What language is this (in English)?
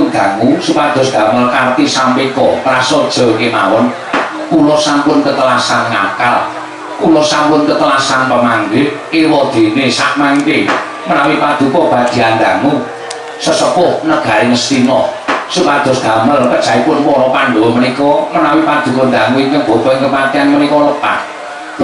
Javanese